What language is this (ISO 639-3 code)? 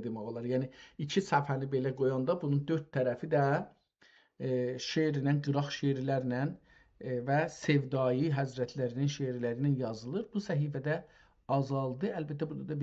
azb